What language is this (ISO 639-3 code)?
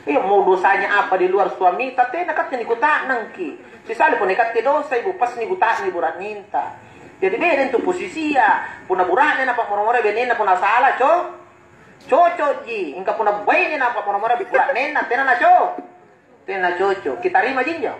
mak